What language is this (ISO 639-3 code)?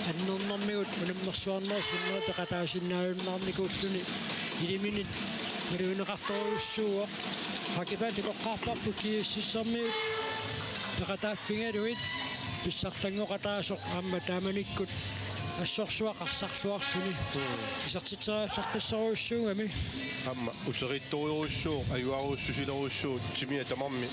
kal